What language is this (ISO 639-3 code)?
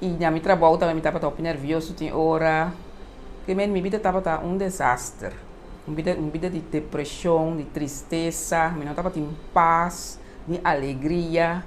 pap